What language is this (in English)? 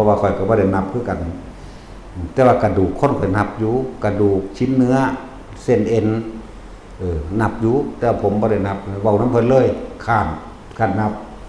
Northeastern Thai